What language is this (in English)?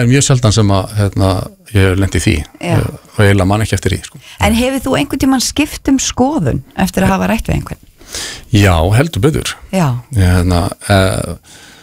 Icelandic